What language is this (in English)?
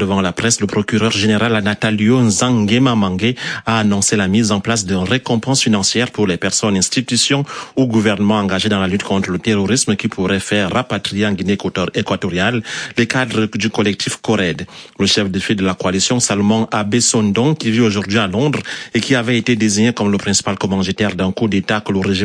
French